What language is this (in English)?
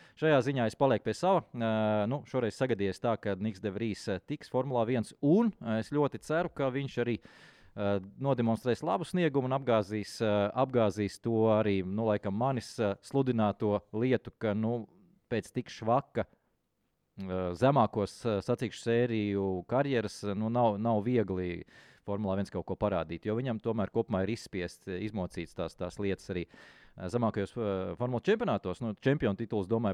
Latvian